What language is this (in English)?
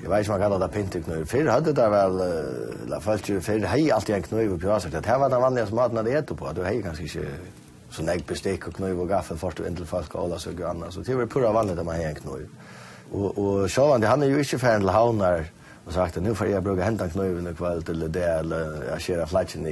Faroese